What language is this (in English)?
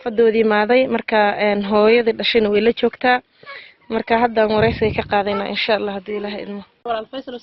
Somali